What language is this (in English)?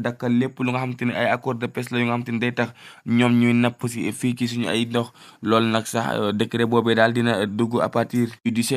Wolof